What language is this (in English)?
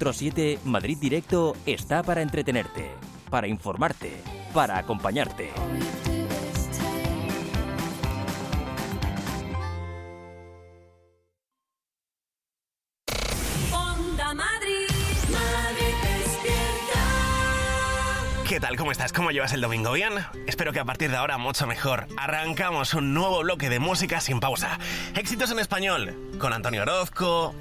Spanish